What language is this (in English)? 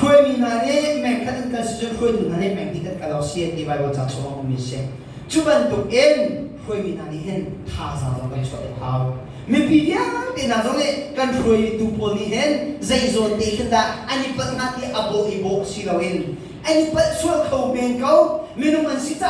Hakha Chin